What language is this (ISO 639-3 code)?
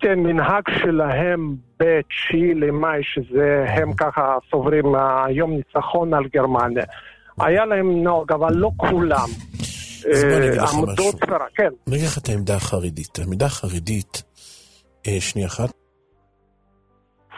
heb